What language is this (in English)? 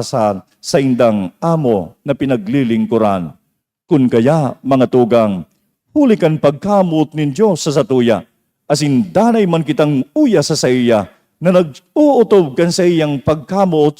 Bikol